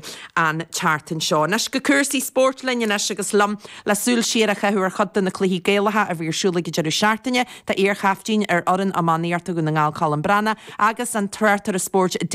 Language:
Irish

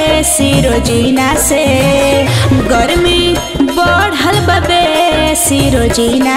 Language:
Bhojpuri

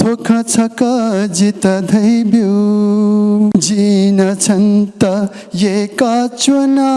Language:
Newari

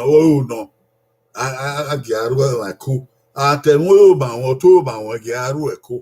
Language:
Bini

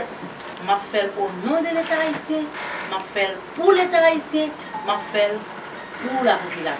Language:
Haitian Creole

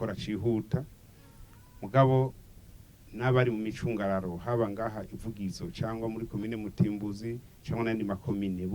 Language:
Rundi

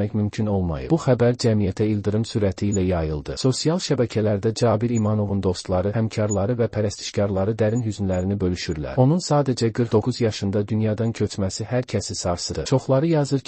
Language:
Azerbaijani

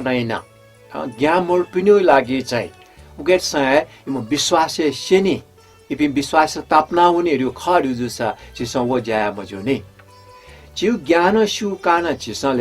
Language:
Newari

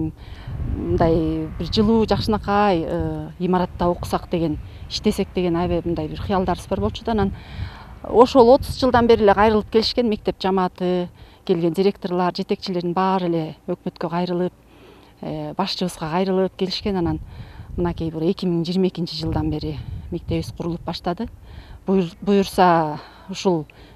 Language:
Kyrgyz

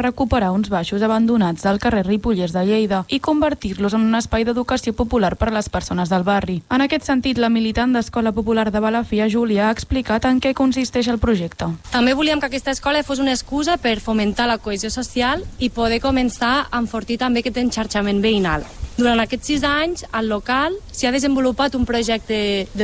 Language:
Catalan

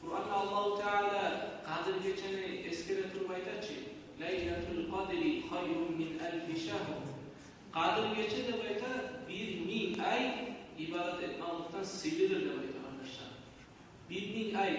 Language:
Kumyk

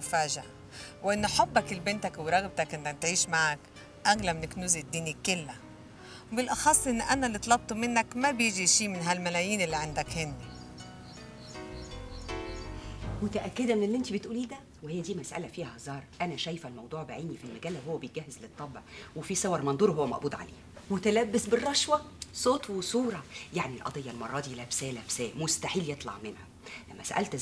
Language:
Egyptian Arabic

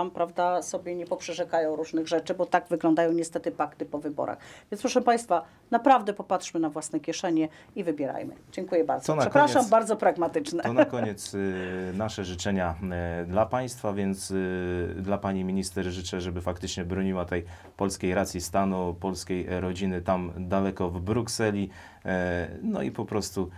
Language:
Polish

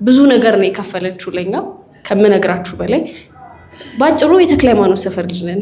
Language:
Amharic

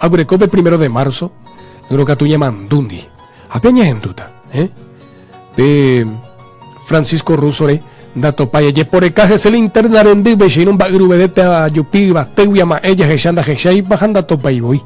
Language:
Guarani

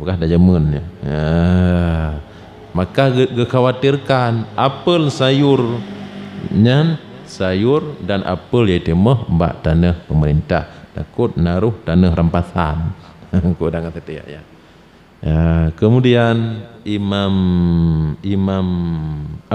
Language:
Achinese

